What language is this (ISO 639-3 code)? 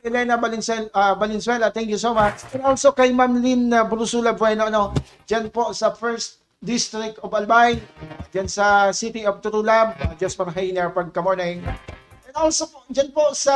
bik